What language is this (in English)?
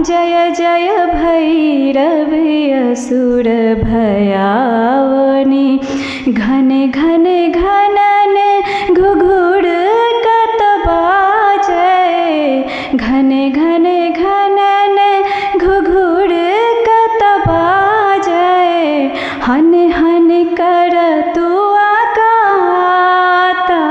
Maithili